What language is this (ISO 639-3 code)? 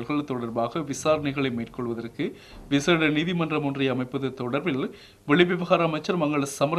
tam